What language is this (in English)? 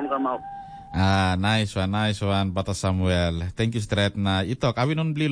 Tok Pisin